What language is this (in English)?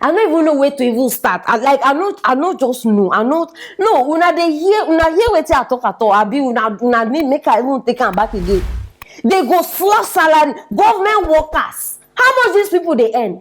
Nigerian Pidgin